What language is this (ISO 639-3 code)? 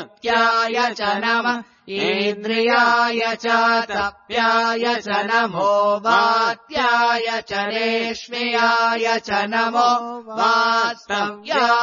san